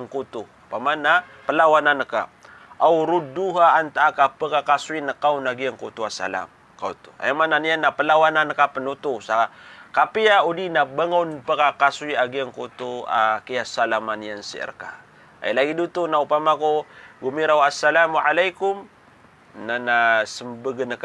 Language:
Maranao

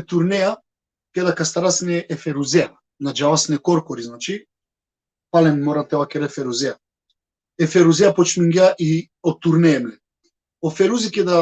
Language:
Balkan Romani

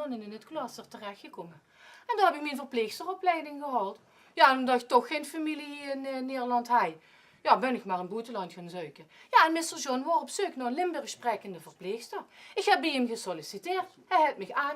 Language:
Limburgish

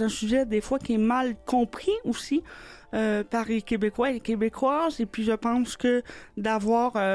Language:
French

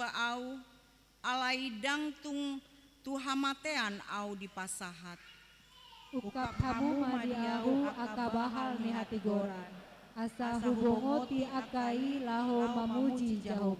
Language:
Batak Toba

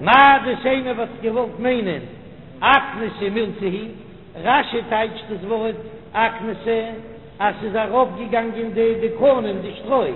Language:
Yiddish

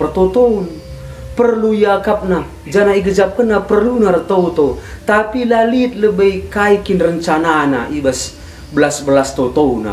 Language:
Batak Karo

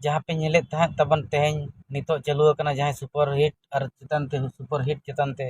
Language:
Santali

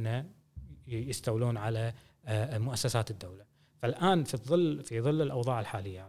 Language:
Gulf Arabic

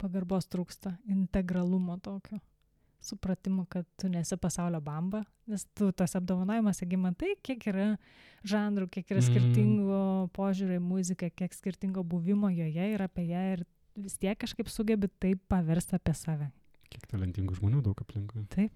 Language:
Lithuanian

